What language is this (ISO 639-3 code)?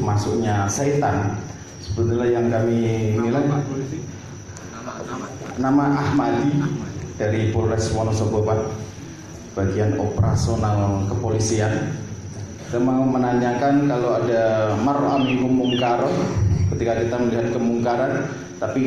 ind